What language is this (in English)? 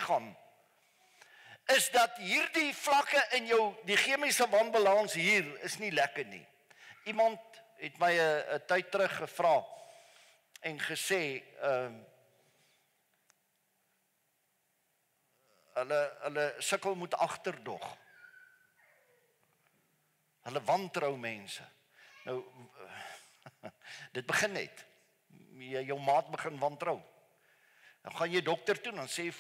Afrikaans